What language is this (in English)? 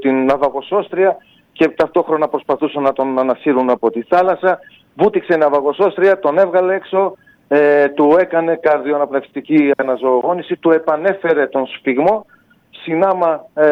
Greek